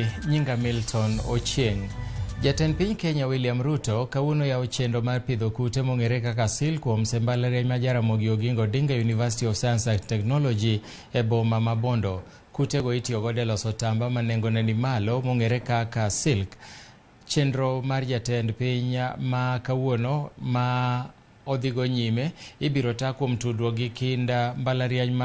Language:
Luo (Kenya and Tanzania)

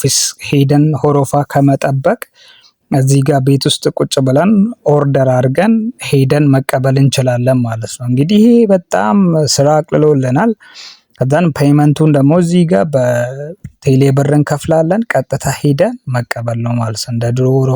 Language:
Amharic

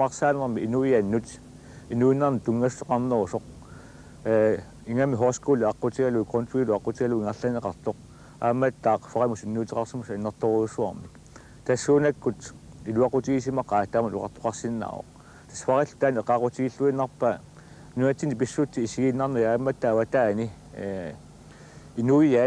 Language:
Kalaallisut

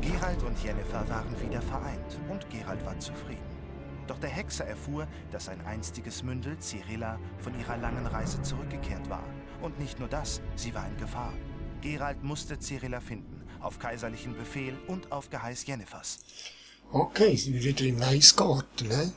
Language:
Swiss German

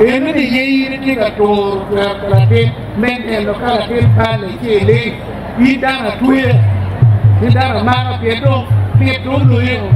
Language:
Acoli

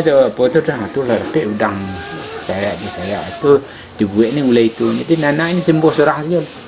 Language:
Minangkabau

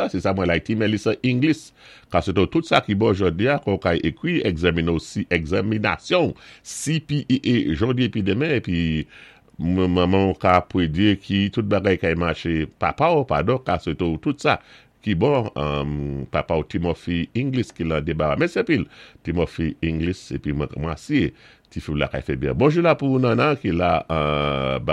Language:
Saint Lucian Creole French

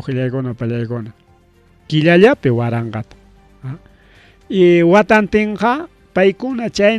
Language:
Ayacucho Quechua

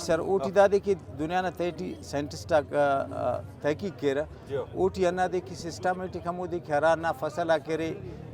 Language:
Brahui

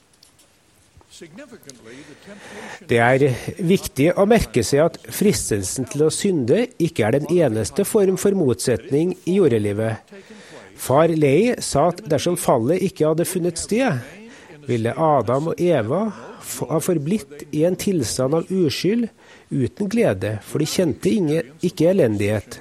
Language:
Norwegian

